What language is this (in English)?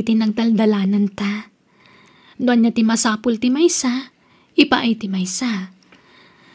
Iloko